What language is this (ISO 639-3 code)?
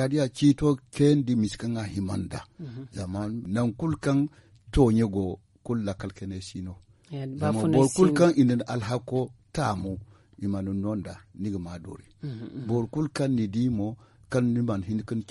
dje